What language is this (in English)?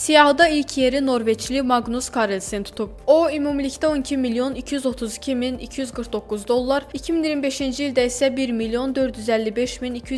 Azerbaijani